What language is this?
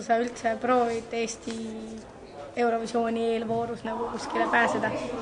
Estonian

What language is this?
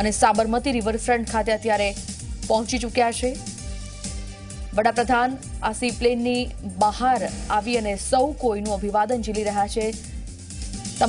Gujarati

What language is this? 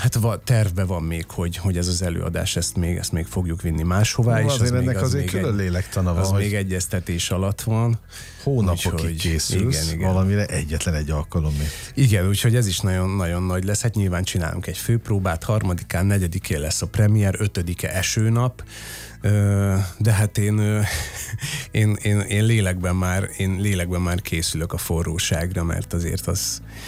Hungarian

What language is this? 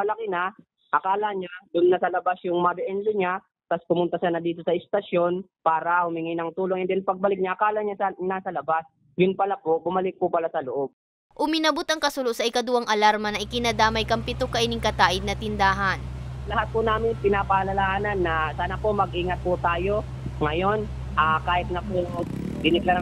Bikol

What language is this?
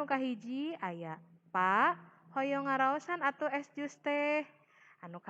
Sundanese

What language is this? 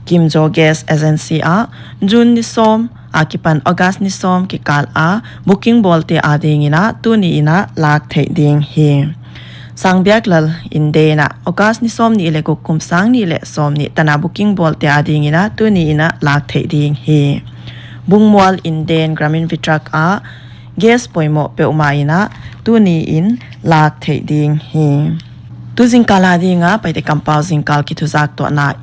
Paite Chin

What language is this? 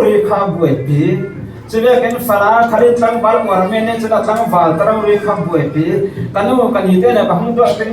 Falam Chin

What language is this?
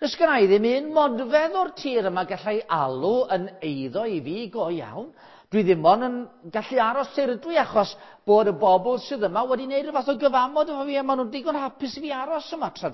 Welsh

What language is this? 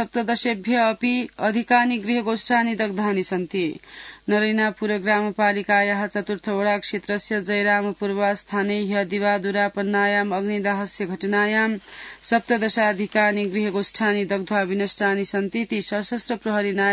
Sanskrit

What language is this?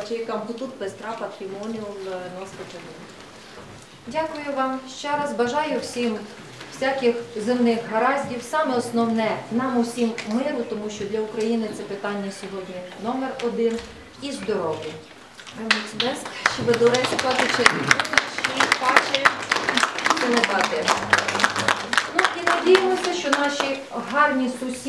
Ukrainian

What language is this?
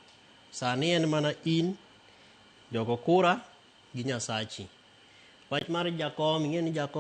Luo (Kenya and Tanzania)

